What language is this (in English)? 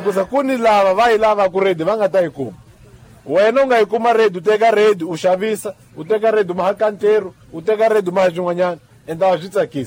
Tsonga